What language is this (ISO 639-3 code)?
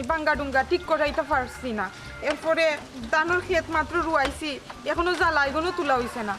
syl